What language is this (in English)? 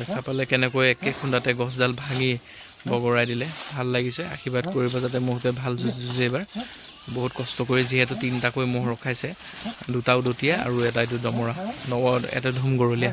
Assamese